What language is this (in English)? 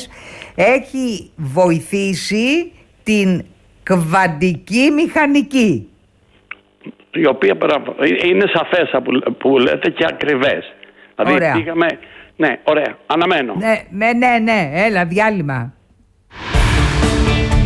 Greek